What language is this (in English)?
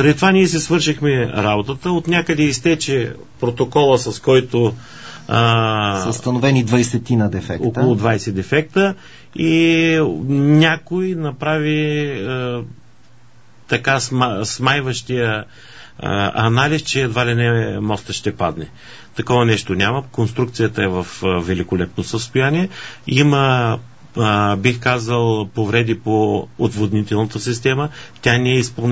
Bulgarian